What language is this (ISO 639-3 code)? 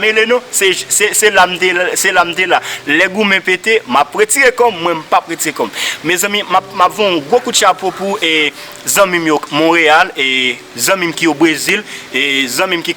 hat